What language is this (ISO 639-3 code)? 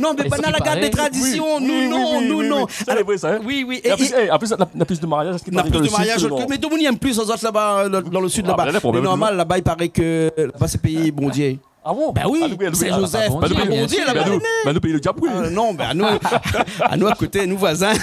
rcf